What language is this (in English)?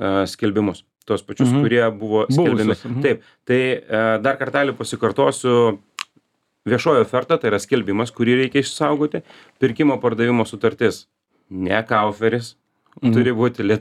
Lithuanian